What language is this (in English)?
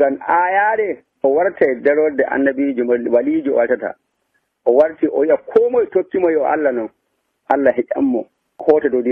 Nigerian Fulfulde